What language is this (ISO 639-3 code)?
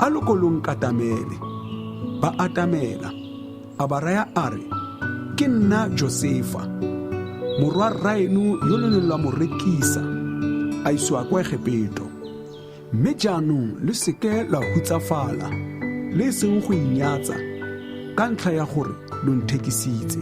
tsn